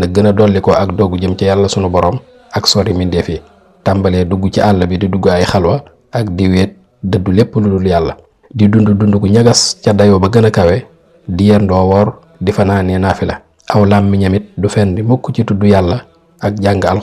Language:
Wolof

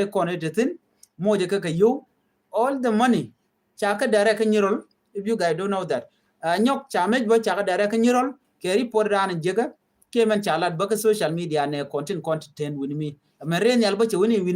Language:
Nuer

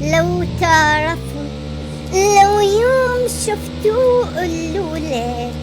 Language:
Mesopotamian Arabic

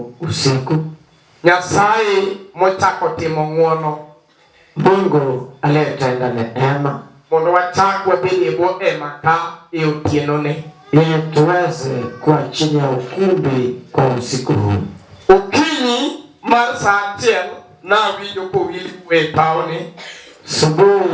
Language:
Luo (Kenya and Tanzania)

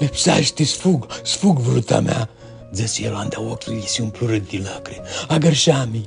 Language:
Aromanian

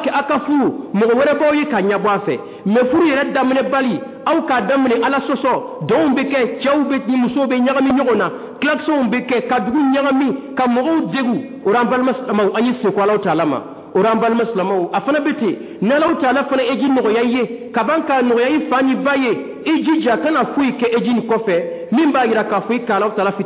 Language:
Dyula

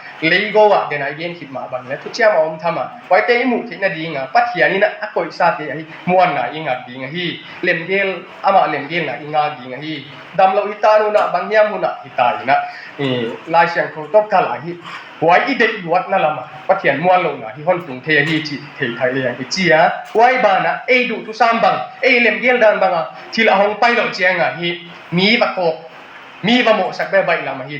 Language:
Tedim Chin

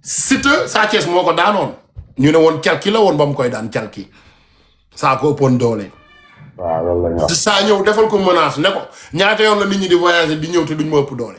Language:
Wolof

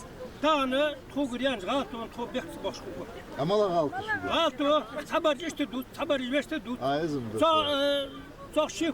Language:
Ingush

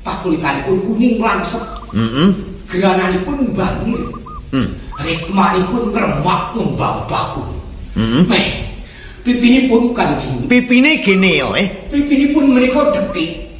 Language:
Javanese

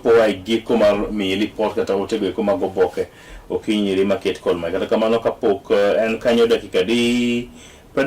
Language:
Luo (Kenya and Tanzania)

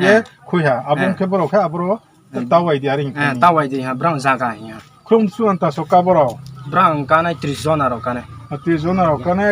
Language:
Riang (India)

